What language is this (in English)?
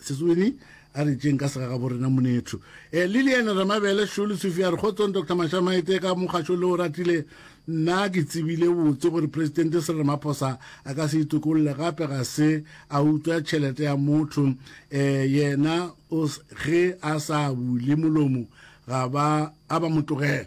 Northern Sotho